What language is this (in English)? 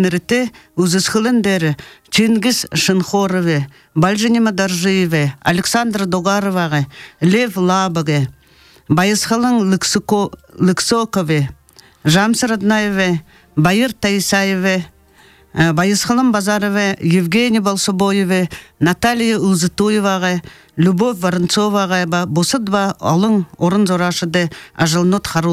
Buriat